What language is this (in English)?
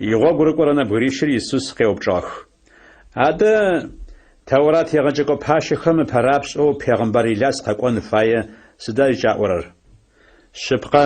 Adyghe